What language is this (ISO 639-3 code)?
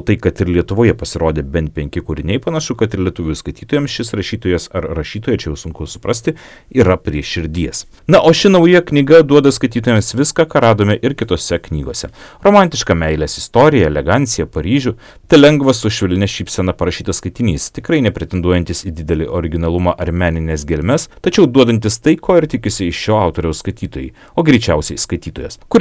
lit